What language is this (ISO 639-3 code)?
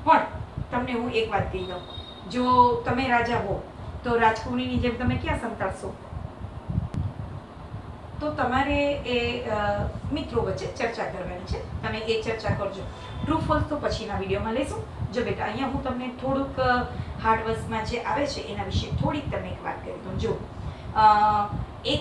guj